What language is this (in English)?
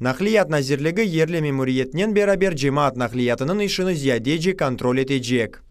Crimean Tatar